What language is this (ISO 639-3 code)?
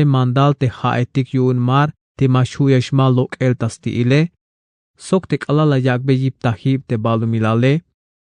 tzh